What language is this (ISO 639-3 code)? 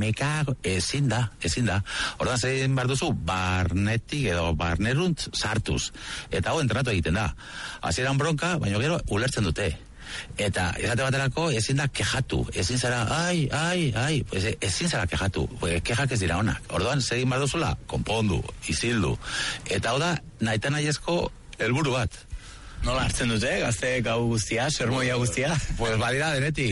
eus